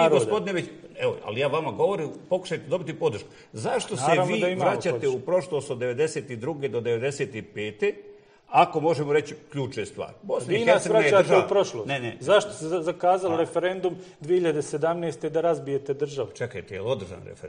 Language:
Bosnian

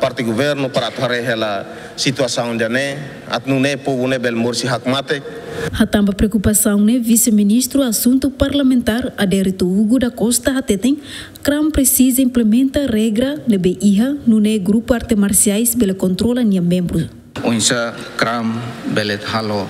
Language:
Tetum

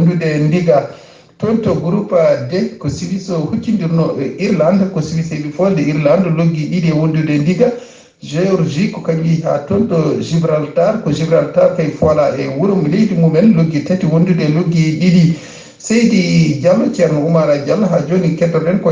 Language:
Fula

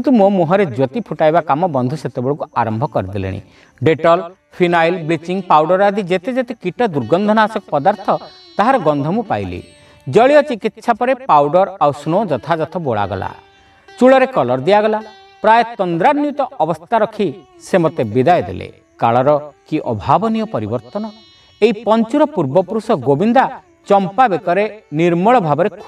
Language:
Odia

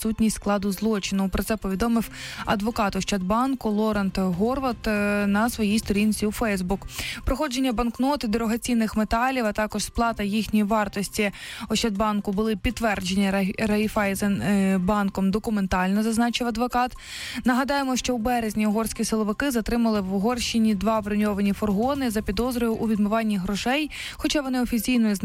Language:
Ukrainian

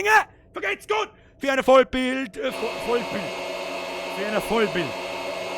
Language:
Bavarian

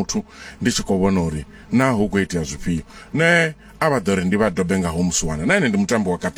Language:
Venda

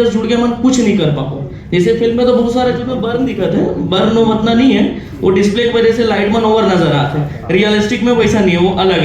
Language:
Chhattisgarhi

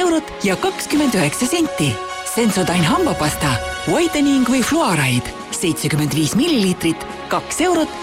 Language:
Estonian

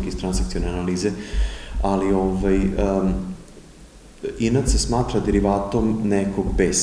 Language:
Serbian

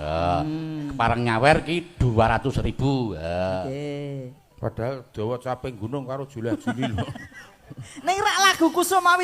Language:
Javanese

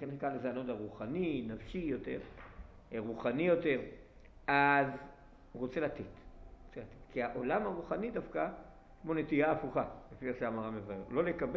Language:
Hebrew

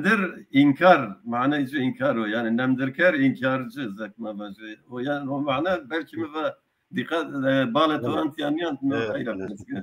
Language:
Zaza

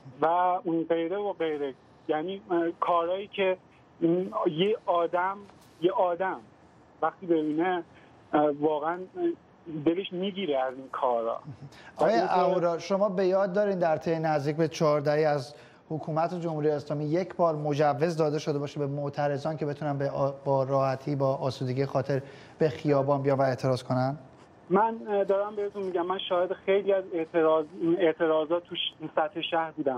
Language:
Persian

